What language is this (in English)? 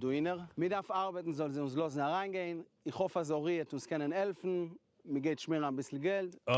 Yiddish